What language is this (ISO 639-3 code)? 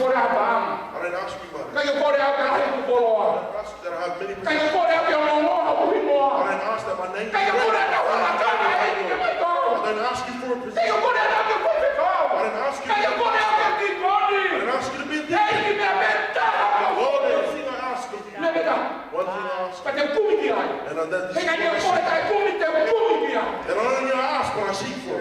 ton